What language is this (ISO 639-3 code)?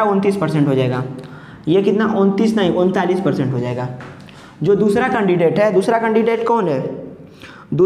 hin